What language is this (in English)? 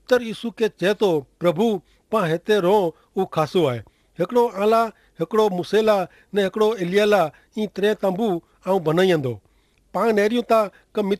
Kachhi